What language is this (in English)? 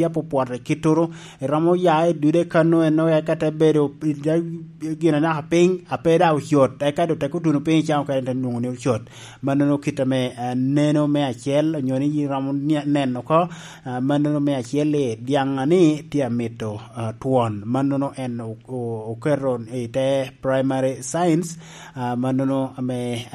Lango (Uganda)